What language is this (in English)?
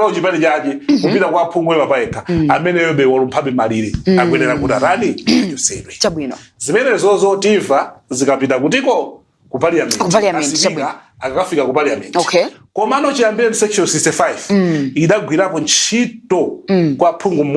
Nyanja